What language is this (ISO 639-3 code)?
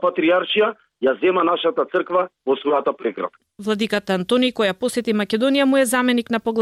mkd